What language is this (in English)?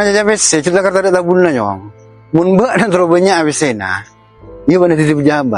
Madurese